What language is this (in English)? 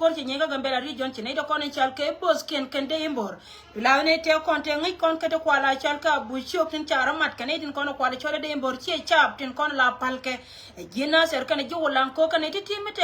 Nuer